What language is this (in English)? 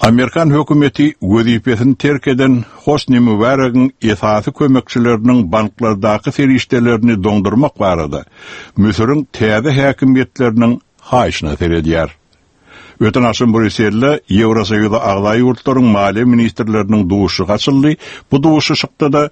Turkmen